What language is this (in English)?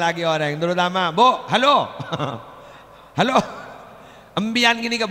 Madurese